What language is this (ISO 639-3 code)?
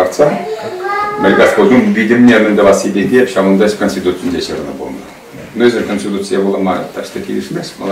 chv